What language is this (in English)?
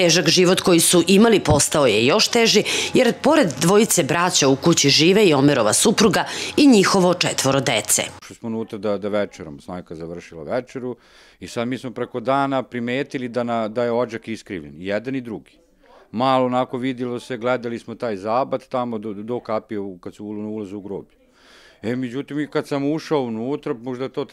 Croatian